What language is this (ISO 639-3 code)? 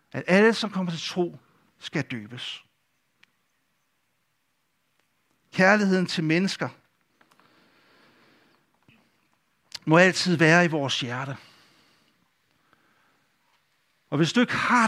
dan